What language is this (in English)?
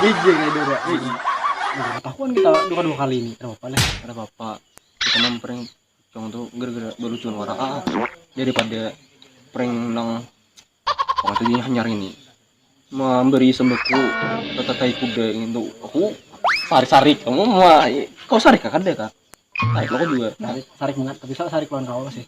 Banjar